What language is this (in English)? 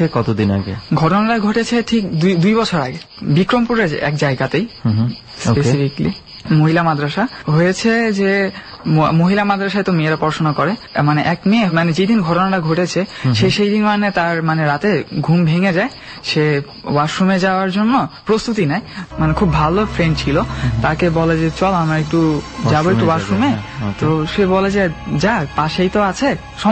Bangla